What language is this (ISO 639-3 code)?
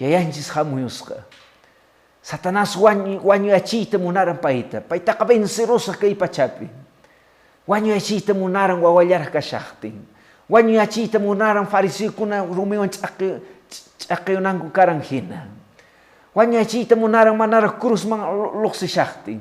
que